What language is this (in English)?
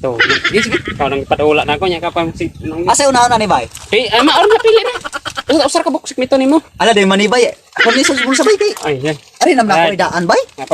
Cebuano